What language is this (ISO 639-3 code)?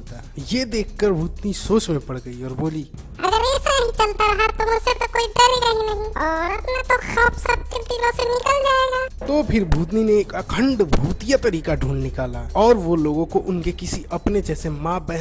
hin